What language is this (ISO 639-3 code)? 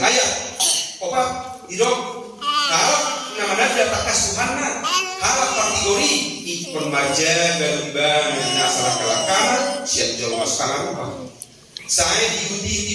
bbc